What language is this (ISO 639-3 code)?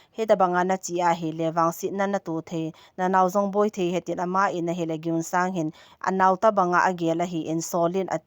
tcz